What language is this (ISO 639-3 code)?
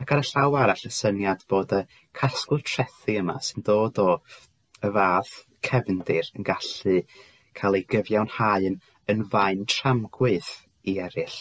cym